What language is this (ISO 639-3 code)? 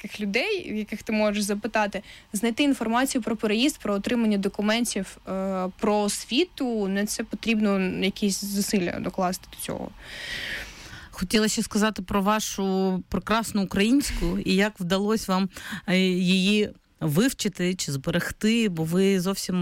ukr